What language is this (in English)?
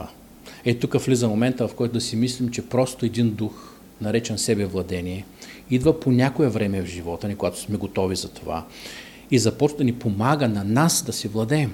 Bulgarian